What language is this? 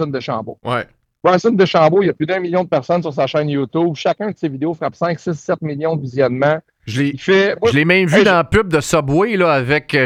French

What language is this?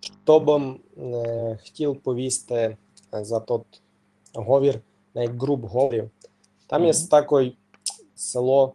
Rusyn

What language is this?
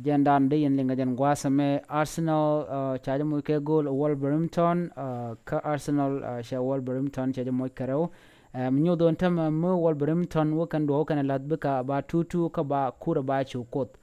Nuer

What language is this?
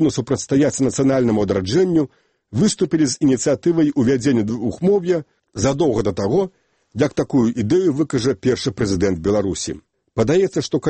Belarusian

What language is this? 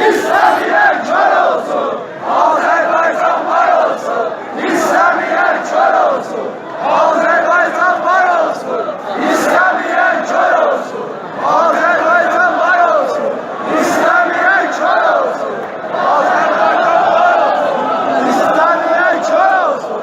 South Azerbaijani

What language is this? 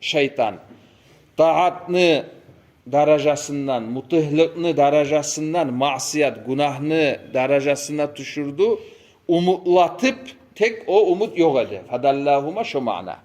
Kumyk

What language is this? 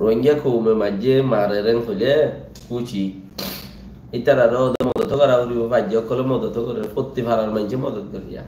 Rohingya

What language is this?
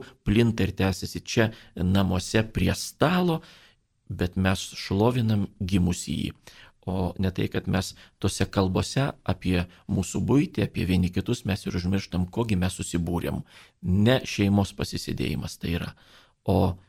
Lithuanian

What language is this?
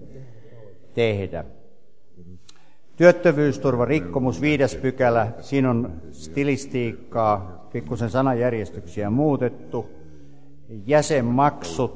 Finnish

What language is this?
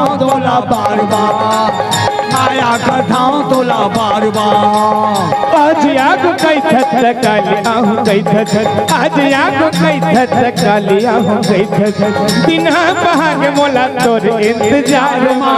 Chhattisgarhi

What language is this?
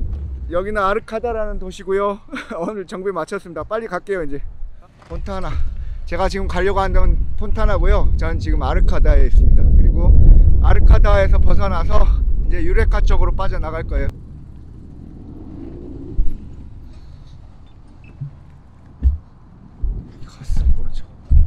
Korean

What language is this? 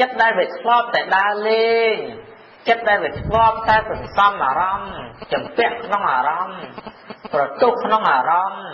Khmer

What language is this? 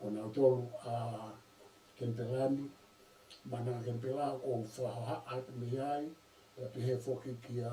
Tongan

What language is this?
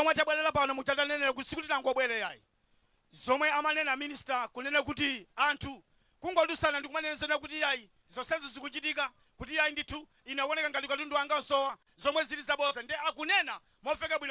Nyanja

